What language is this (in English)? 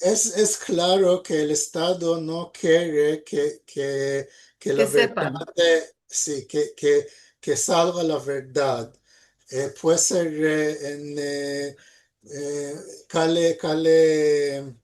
Ladino